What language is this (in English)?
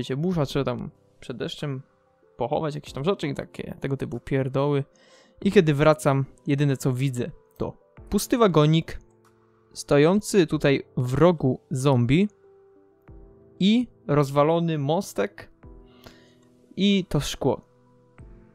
Polish